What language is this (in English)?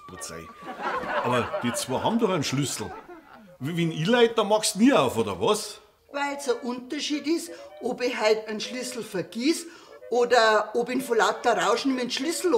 Bavarian